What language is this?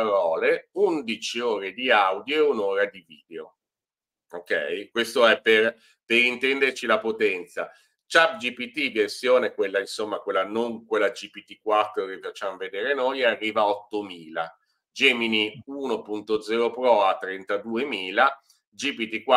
Italian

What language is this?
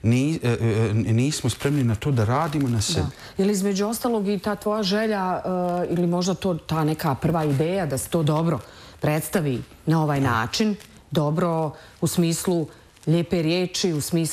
Bosnian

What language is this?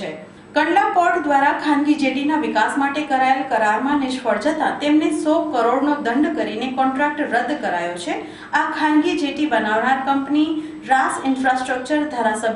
Gujarati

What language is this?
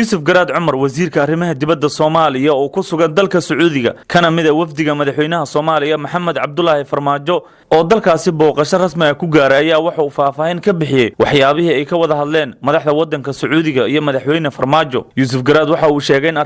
Somali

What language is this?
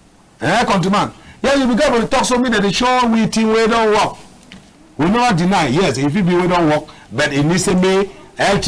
Cameroon Pidgin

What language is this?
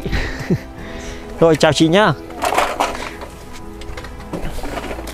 Vietnamese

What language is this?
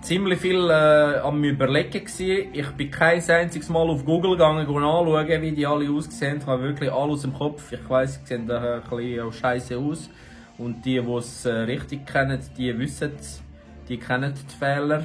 Swiss German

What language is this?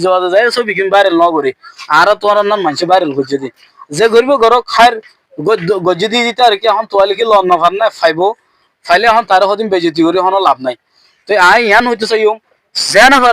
Rohingya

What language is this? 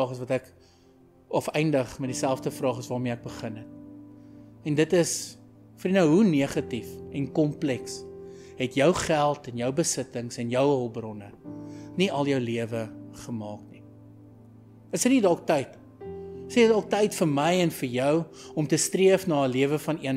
Afrikaans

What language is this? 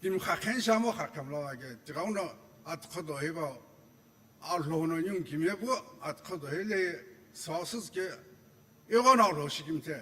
Sumi Naga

